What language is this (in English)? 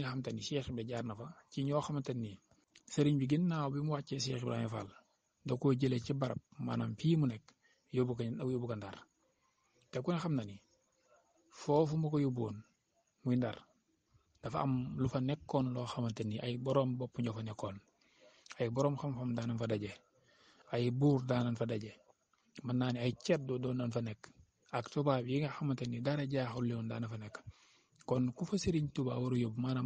Wolof